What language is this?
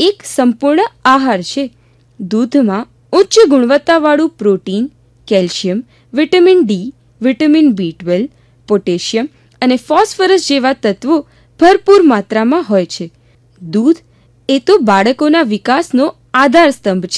Gujarati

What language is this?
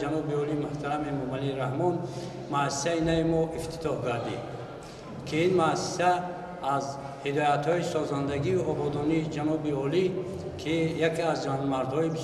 Tajik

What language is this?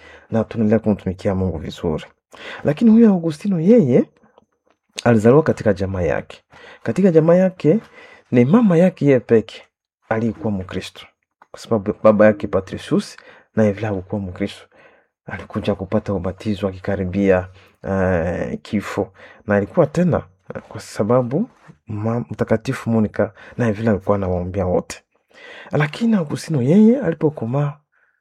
Swahili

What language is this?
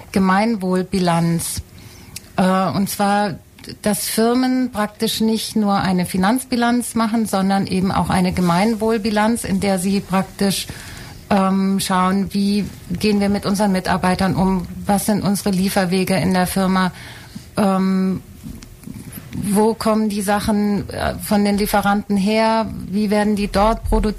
German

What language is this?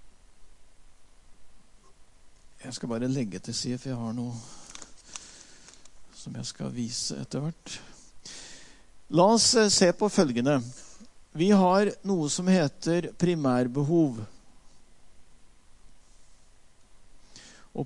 Norwegian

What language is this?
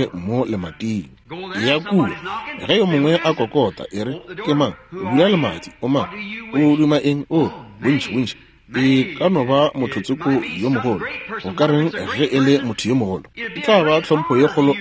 Northern Sotho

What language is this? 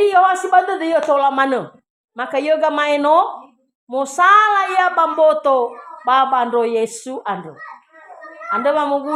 Nias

